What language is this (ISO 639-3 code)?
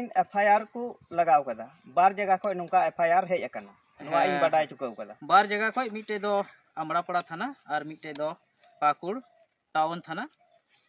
sat